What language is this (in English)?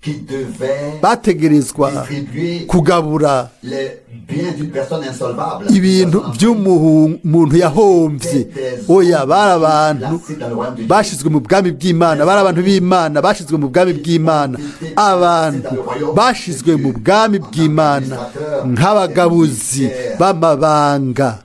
Rundi